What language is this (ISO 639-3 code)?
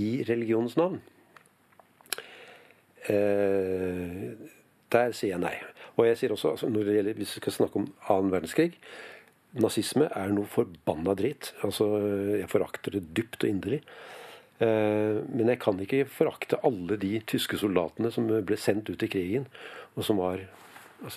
nor